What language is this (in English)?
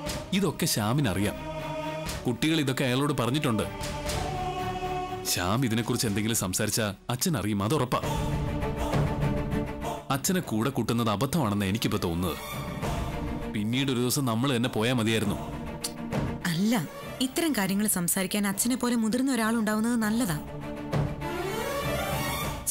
Malayalam